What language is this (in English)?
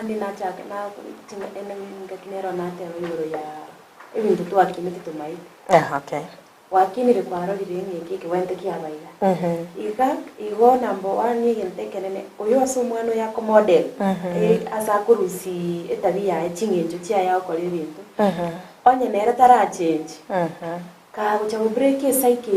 Gusii